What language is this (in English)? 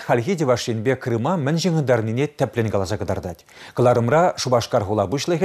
Chuvash